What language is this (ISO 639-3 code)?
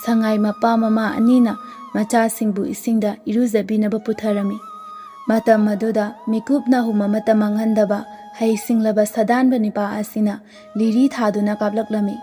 mni